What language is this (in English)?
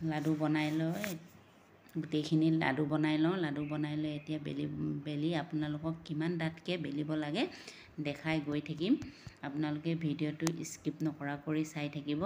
Assamese